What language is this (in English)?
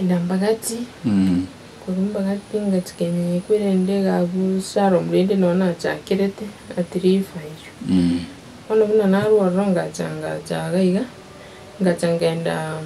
Gusii